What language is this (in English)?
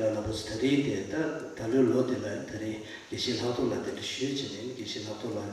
Tibetan